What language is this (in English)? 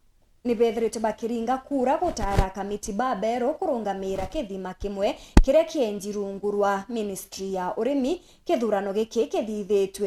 Meru